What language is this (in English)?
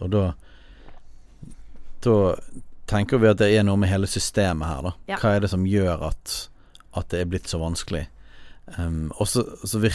Norwegian